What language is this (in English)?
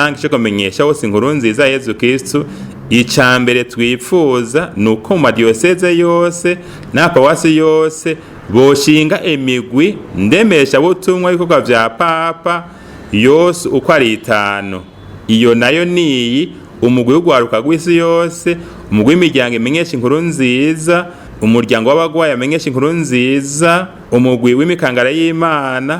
Rundi